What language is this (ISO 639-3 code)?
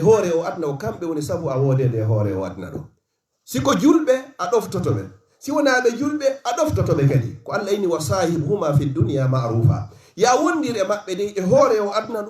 ful